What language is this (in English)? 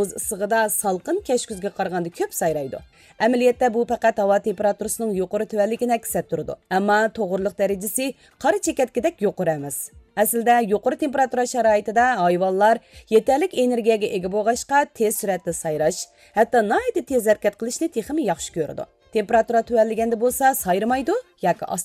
Uyghur